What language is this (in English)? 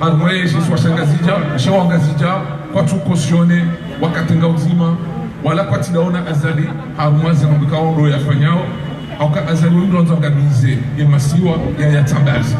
Ngazidja Comorian